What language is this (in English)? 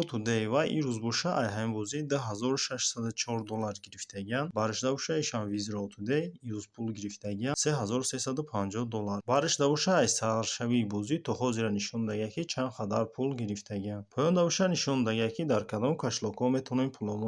Tajik